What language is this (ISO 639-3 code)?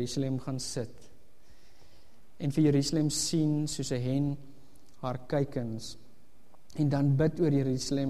afr